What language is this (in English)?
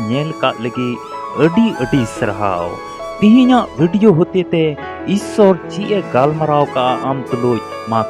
Santali